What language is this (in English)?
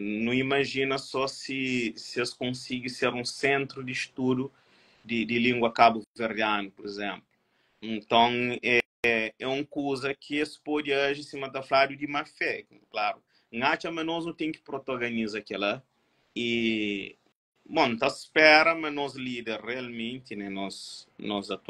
Kabuverdianu